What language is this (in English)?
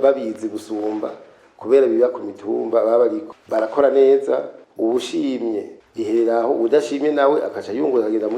Rundi